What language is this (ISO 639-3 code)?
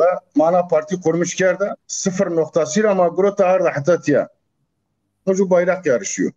zza